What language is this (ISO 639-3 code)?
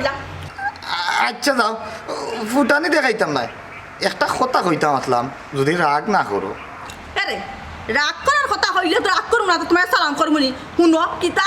syl